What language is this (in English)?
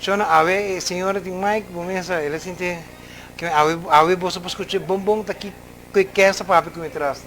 Papiamento